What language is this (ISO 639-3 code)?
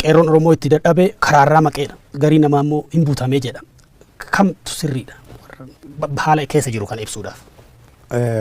orm